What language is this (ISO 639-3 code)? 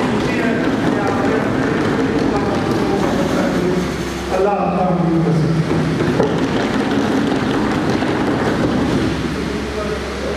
urd